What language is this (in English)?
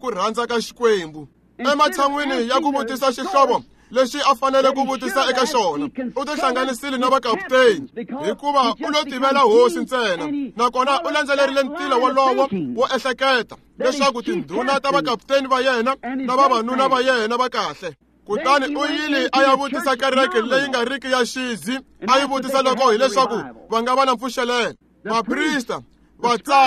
Tsonga